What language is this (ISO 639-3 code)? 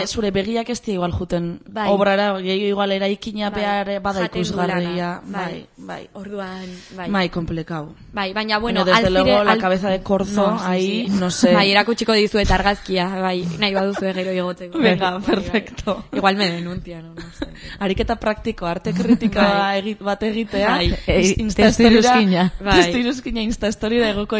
eus